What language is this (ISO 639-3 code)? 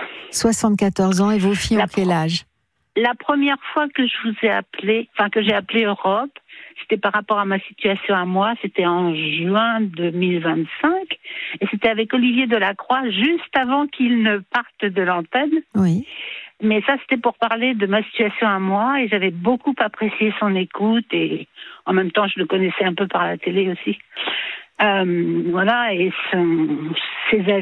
fra